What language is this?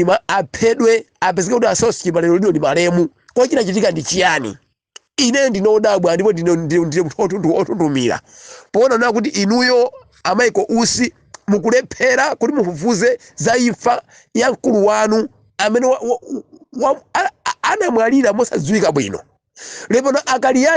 Nyanja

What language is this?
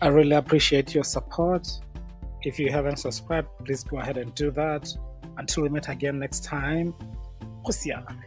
Tswana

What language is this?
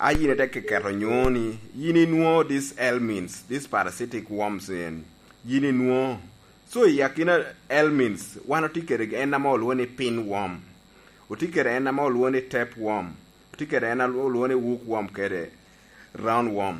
Lango (Uganda)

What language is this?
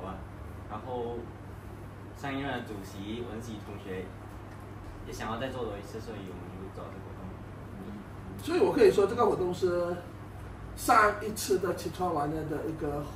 Chinese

